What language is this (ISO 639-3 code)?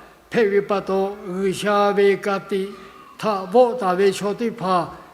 lhu